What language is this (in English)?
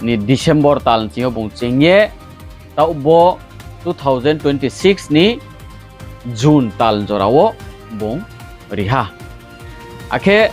Riang (India)